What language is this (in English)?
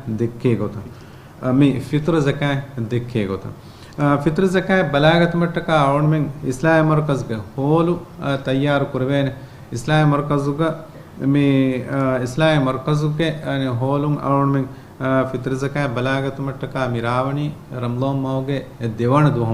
Divehi